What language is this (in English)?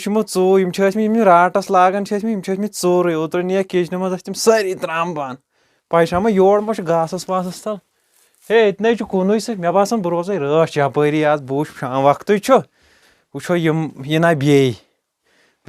Kashmiri